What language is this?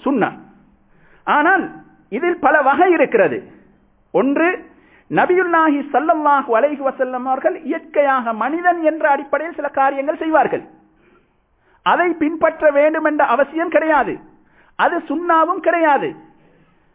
Tamil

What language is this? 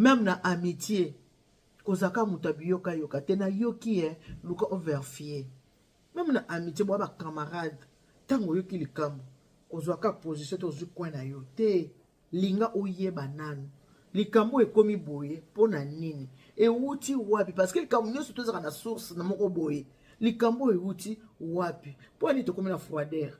Lingala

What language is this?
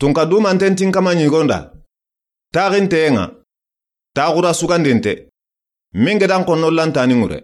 Soninke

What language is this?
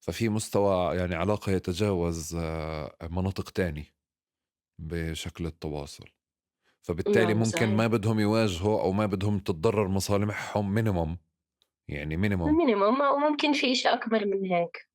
North Levantine Arabic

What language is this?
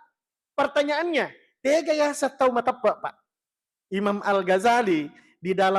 Buginese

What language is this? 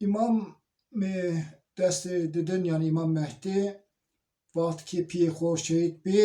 Zaza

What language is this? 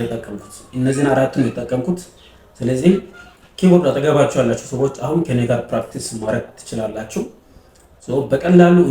Amharic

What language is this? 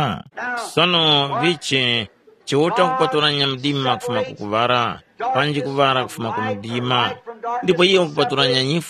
Tumbuka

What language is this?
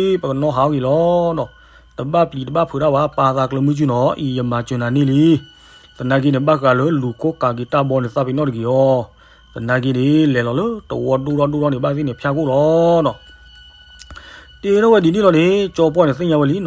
S'gaw Karen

